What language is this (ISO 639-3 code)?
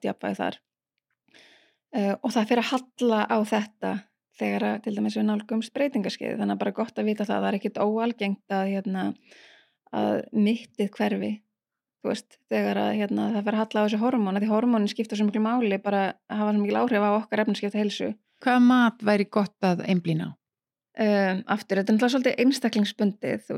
isl